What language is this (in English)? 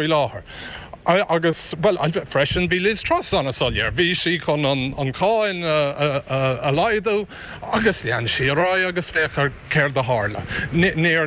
Irish